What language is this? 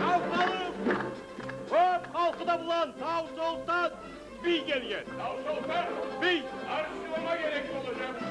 Kumyk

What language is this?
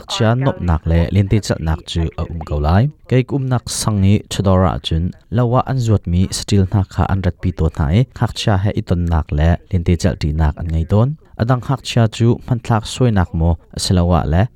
Hakha Chin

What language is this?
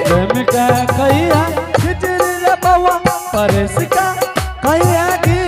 Angika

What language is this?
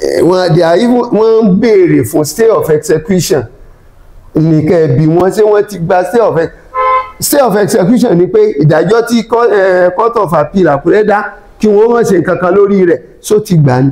Yoruba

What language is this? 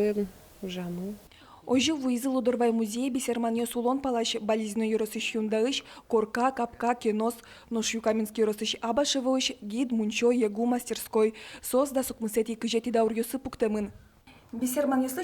Udmurt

